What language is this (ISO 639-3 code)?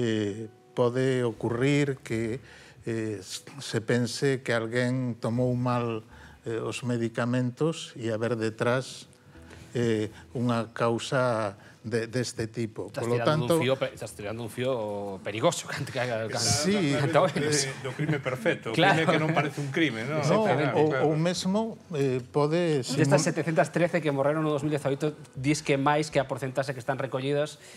glg